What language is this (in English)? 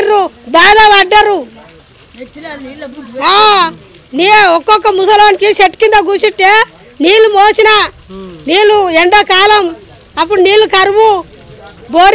Telugu